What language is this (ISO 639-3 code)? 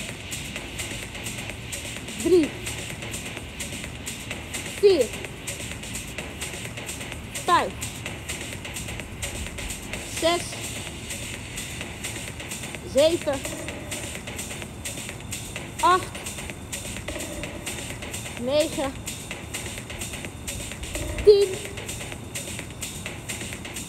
nld